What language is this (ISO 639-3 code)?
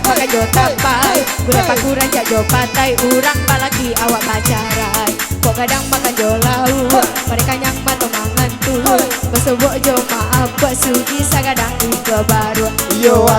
min